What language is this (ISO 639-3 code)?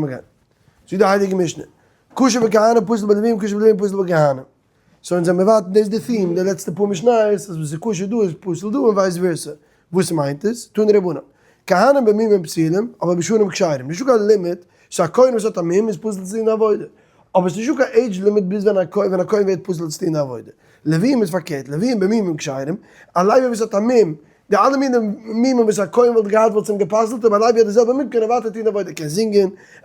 yid